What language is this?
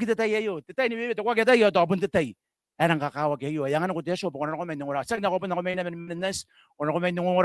Gilbertese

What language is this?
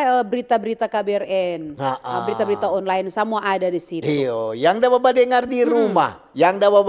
Manado Malay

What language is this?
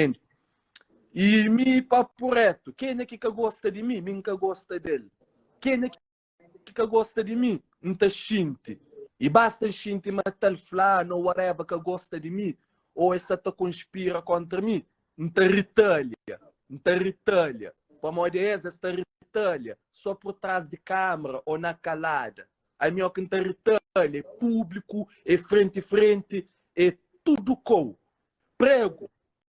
Kabuverdianu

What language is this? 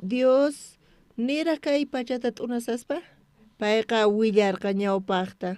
South Bolivian Quechua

